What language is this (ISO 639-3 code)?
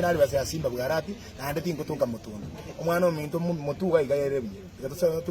guz